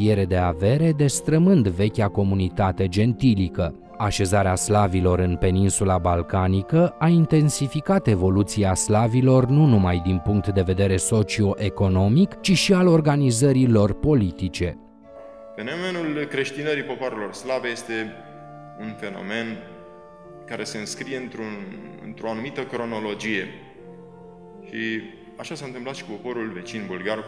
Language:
Romanian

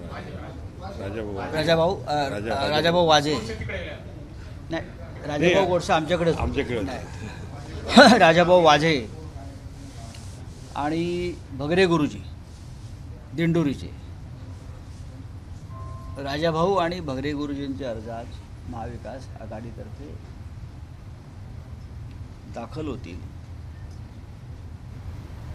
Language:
Marathi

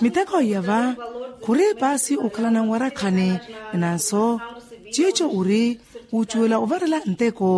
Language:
Makhuwa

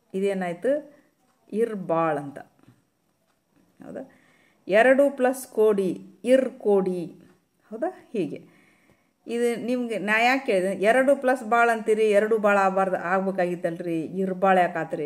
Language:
Kannada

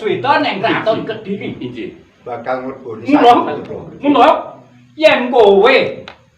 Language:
Javanese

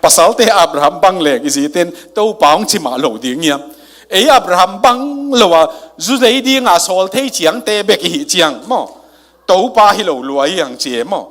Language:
Tedim Chin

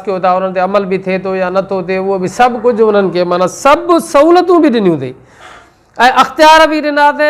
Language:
Sindhi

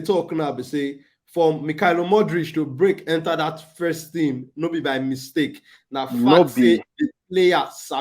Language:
Nigerian Pidgin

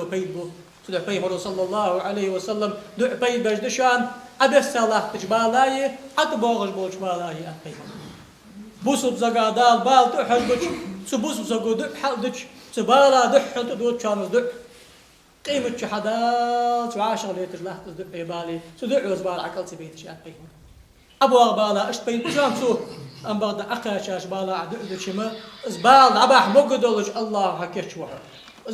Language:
Ingush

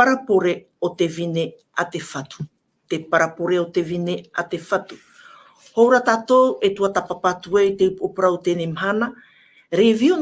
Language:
Tahitian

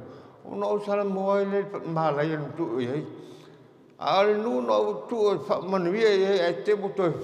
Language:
Samoan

